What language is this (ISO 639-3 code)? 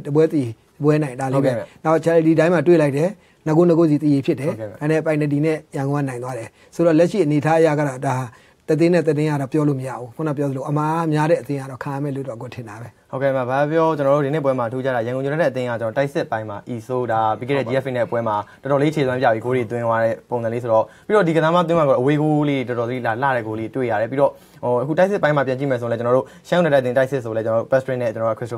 mya